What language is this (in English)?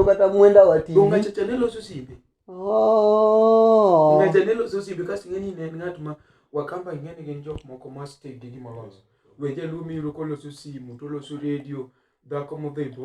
Luo (Kenya and Tanzania)